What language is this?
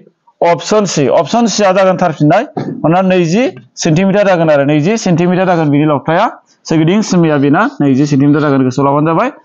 Bodo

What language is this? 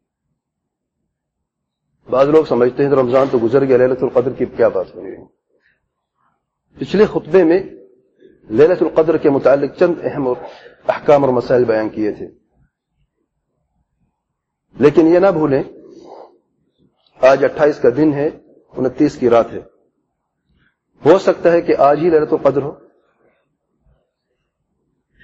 Urdu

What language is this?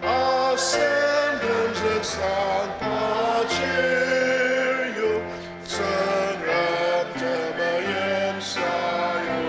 Ao Naga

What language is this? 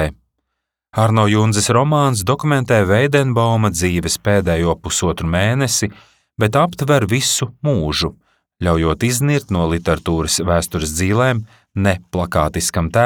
Latvian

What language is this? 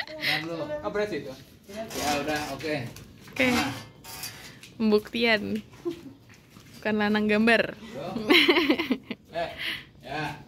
Indonesian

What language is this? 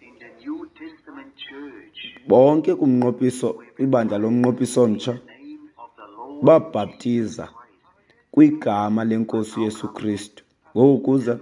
Xhosa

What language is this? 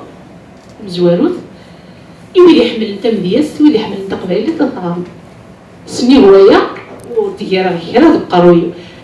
Kabyle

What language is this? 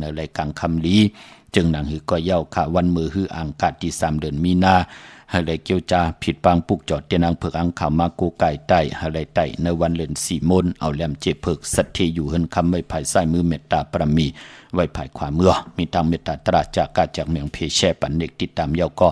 Shan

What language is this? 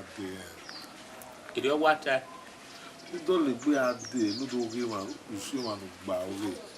Bini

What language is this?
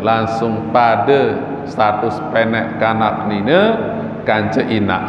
Sasak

